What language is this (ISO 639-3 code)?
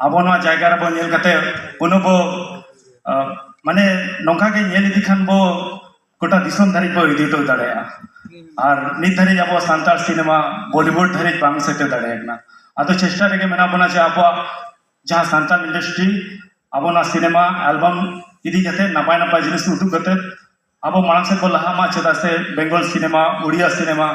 sat